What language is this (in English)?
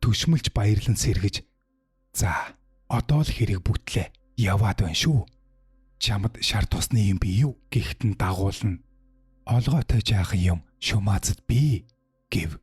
Mongolian